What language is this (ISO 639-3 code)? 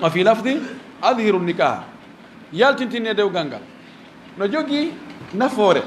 ful